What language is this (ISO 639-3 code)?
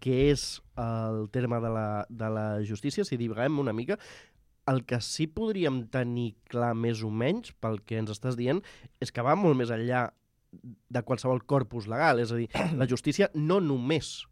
cat